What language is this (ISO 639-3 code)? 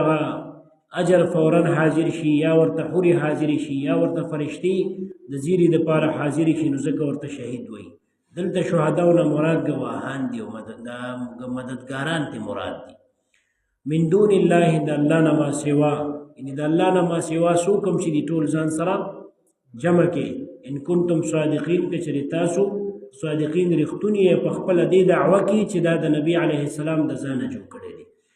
pus